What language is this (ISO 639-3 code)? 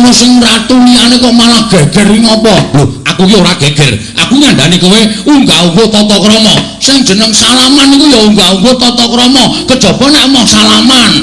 jav